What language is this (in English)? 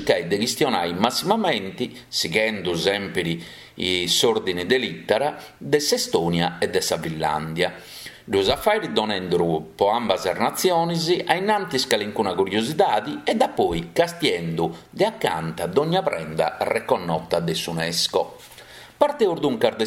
Sardinian